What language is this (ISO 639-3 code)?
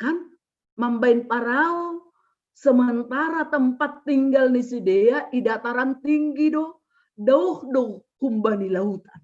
bts